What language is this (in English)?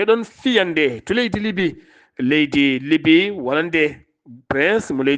Fula